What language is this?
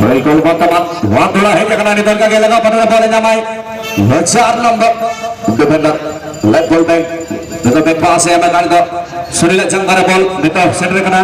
Santali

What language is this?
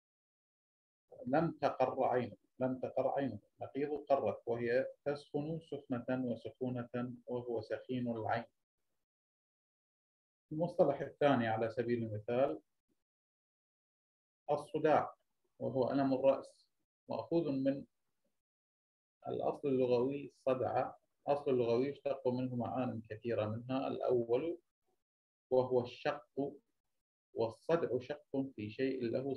Arabic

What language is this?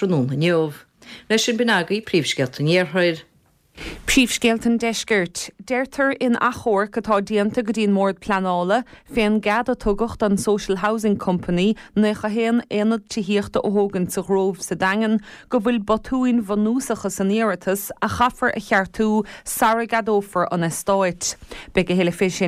Irish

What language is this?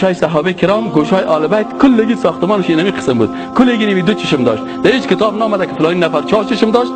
Persian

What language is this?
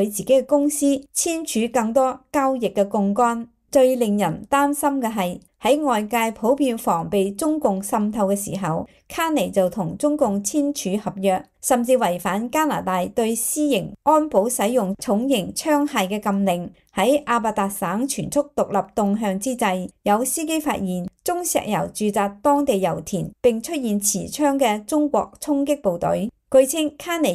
Cantonese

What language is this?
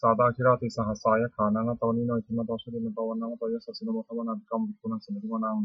Pali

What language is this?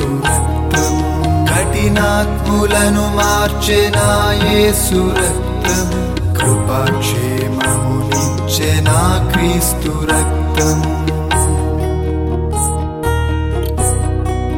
Telugu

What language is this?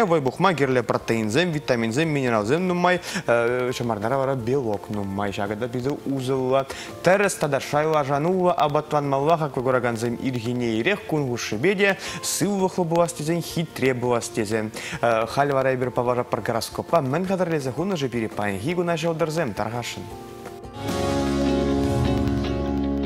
Chuvash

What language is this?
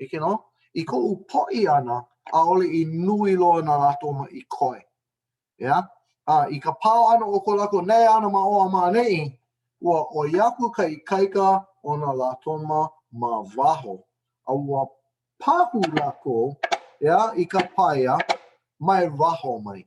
Hawaiian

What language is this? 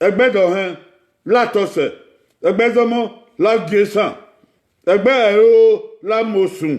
Bini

